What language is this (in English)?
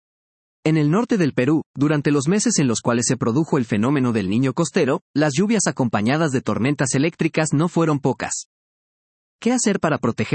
Spanish